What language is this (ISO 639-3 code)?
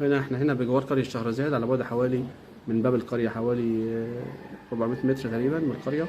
arz